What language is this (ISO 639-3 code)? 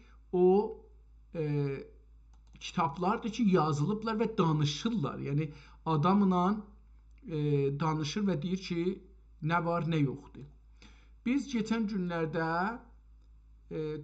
azb